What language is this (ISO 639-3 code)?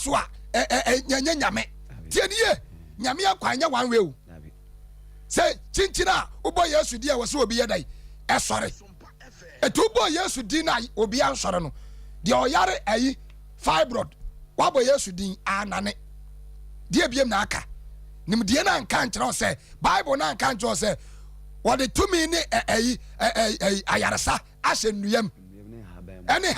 aka